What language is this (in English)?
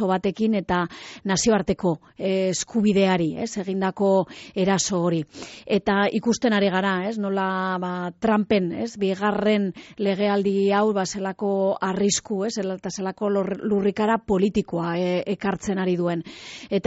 Basque